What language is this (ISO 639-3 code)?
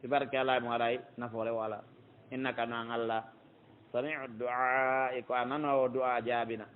fuf